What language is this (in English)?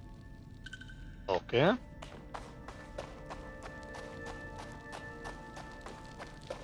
Hungarian